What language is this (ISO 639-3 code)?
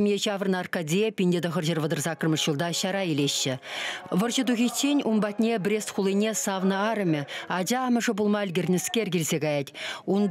chv